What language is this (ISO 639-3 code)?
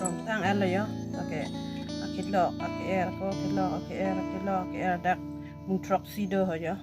mjw